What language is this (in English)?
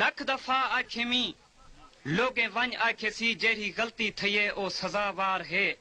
Saraiki